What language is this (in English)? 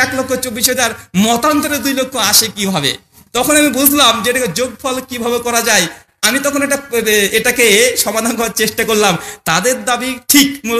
Bangla